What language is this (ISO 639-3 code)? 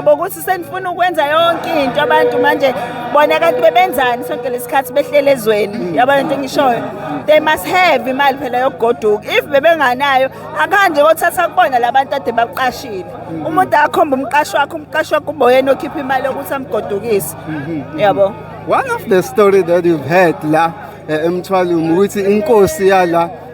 zul